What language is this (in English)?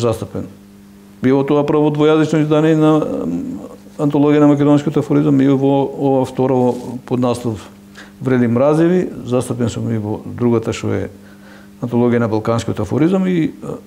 Macedonian